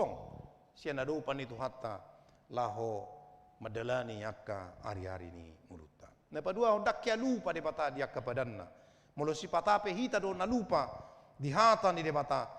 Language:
Batak Toba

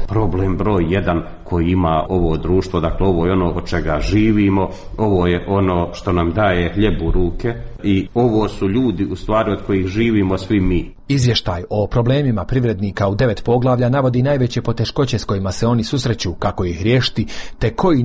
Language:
Bosnian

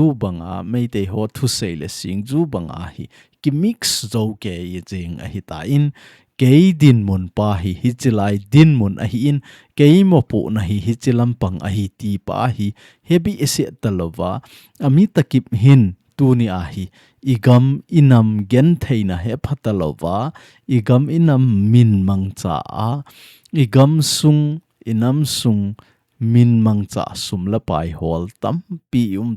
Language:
Thado Chin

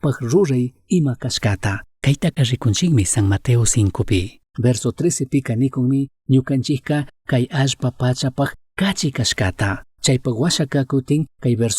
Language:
Chimborazo Highland Quichua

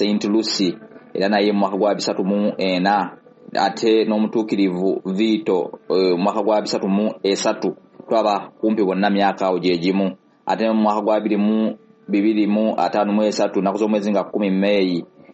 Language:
Ganda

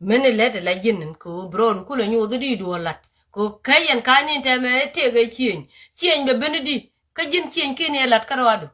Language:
Nuer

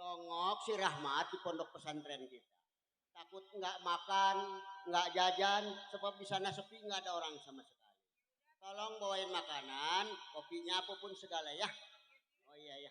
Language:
Betawi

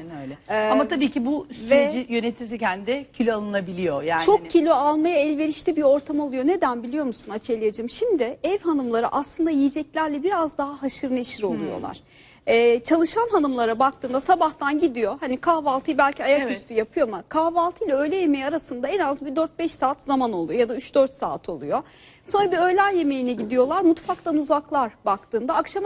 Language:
Turkish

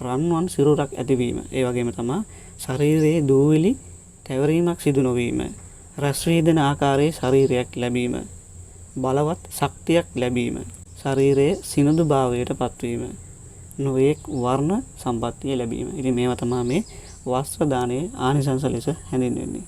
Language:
Sinhala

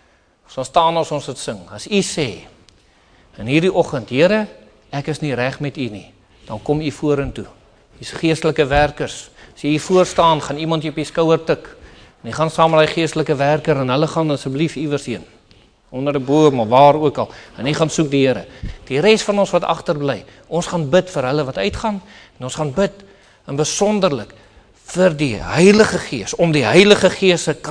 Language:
Afrikaans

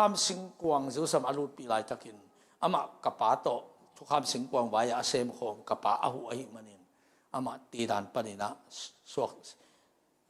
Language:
Tedim Chin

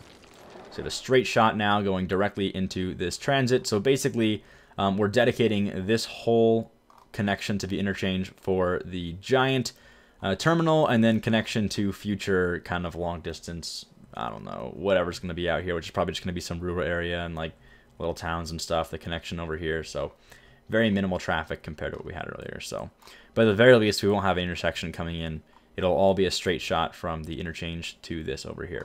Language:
English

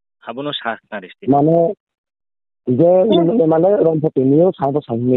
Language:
Riang (India)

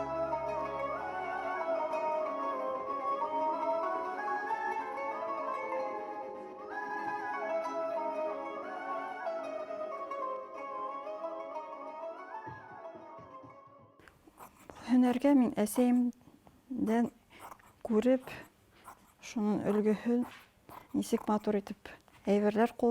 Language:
Bashkir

